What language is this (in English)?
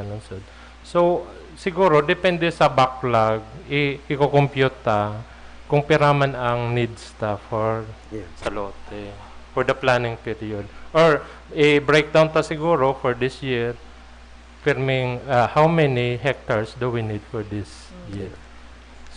Bikol